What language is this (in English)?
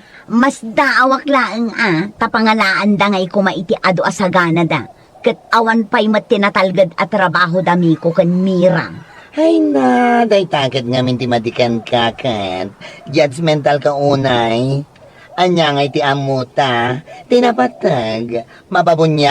Iloko